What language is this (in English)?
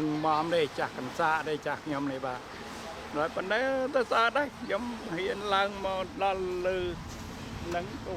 Khmer